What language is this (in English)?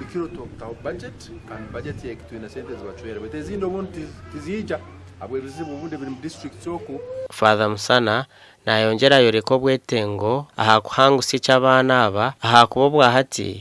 Nyankole